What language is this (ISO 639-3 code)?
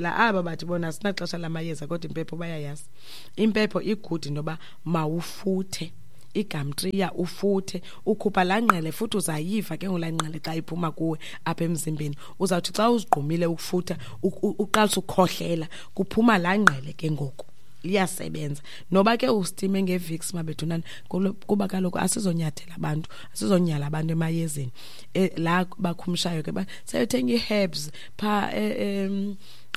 xho